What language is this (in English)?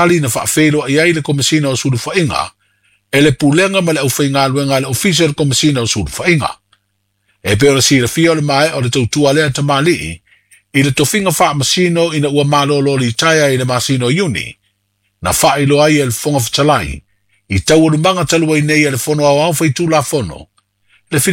Samoan